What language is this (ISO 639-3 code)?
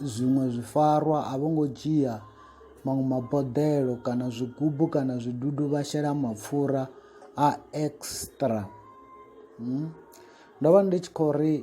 ven